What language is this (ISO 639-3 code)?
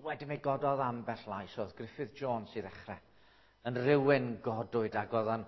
cym